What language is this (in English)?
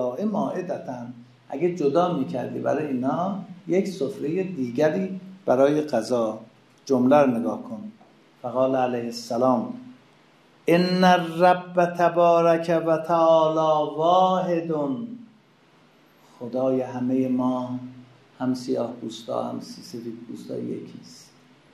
Persian